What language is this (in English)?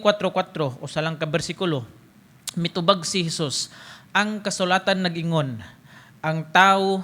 Cebuano